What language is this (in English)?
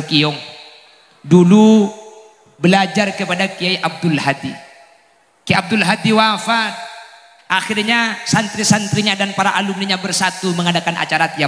Madurese